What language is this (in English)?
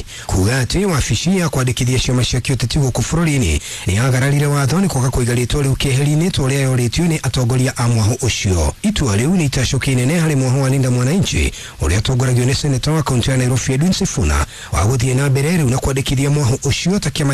Kikuyu